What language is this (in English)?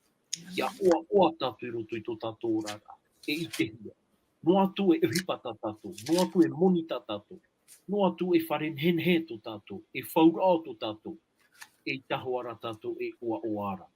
Tahitian